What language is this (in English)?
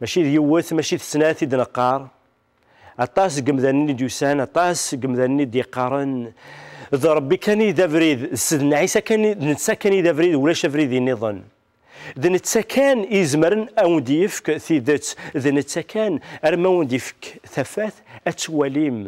Kabyle